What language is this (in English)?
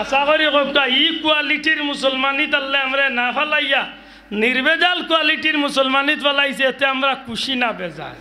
Sylheti